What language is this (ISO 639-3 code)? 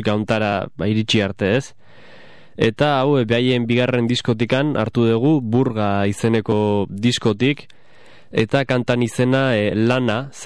eus